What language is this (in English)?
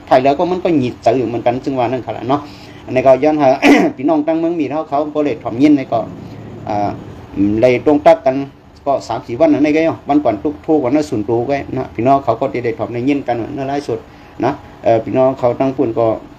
Shan